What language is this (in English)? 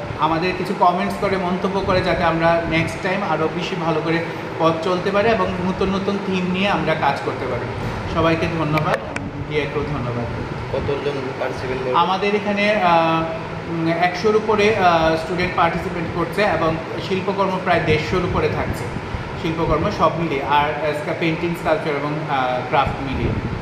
Bangla